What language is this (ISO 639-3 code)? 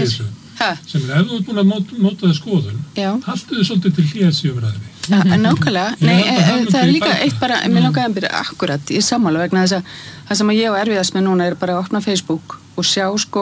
isl